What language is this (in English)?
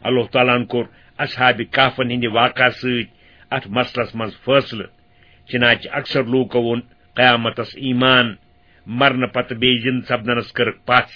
Kashmiri